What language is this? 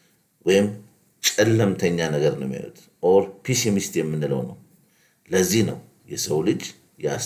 Amharic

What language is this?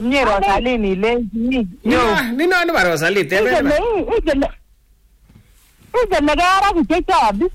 Swahili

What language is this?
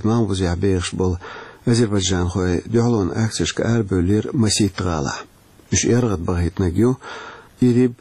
Chechen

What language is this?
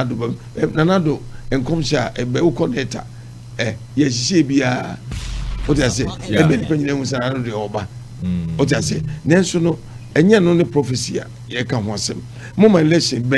Akan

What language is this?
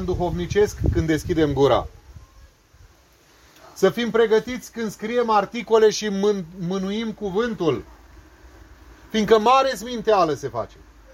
Romanian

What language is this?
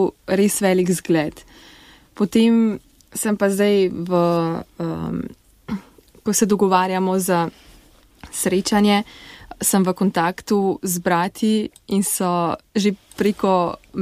Slovenian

